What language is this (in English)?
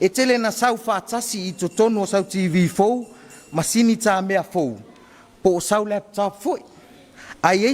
Samoan